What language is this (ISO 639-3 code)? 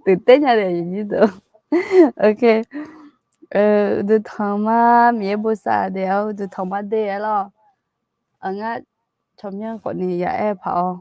ahk